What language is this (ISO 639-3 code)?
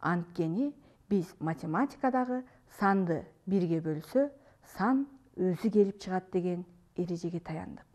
kir